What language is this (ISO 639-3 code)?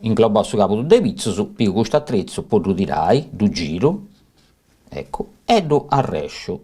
srd